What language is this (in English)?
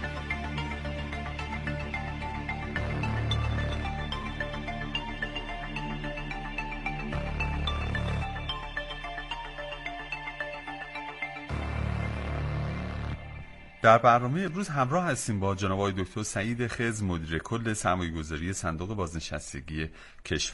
Persian